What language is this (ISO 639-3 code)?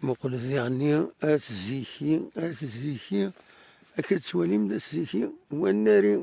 kab